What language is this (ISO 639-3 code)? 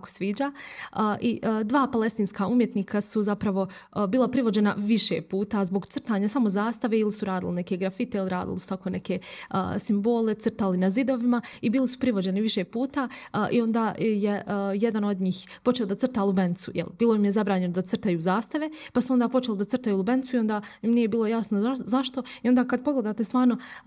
bos